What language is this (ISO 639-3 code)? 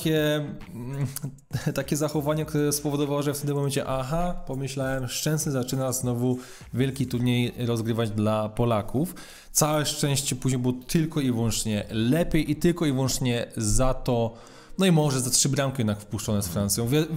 pol